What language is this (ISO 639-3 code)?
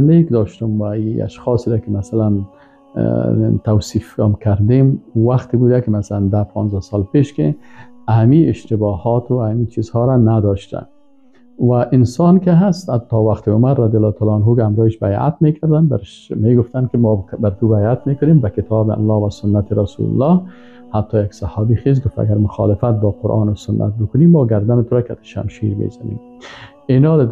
fas